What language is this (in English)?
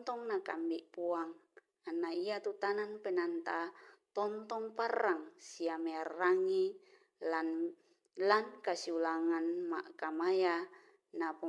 Toraja-Sa'dan